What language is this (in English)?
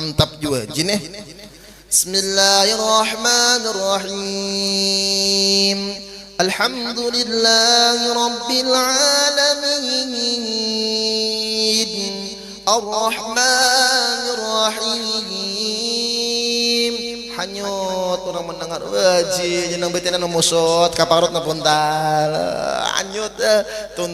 Banjar